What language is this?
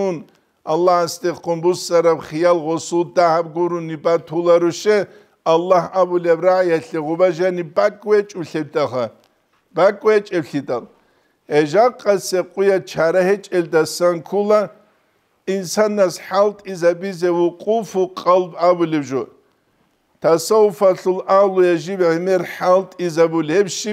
Avaric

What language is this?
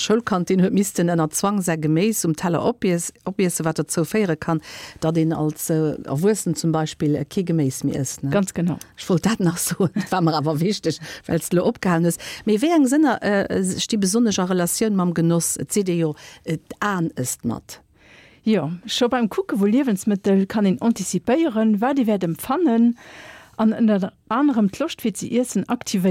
Luxembourgish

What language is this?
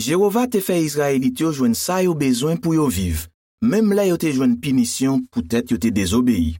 Haitian Creole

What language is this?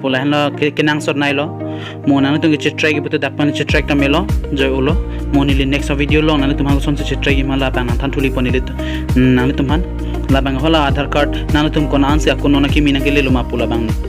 Karbi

